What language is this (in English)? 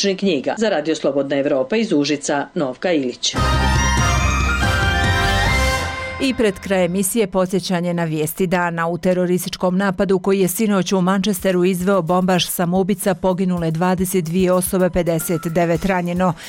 Bosnian